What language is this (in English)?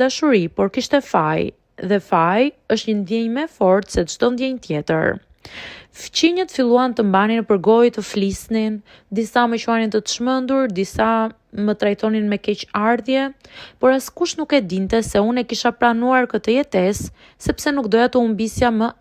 Albanian